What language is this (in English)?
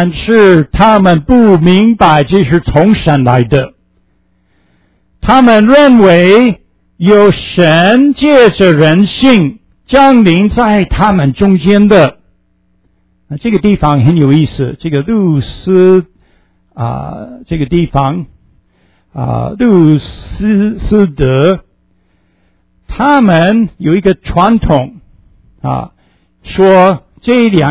Chinese